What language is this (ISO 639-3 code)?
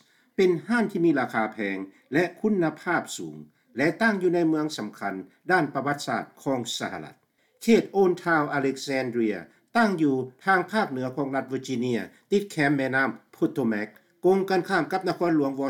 lao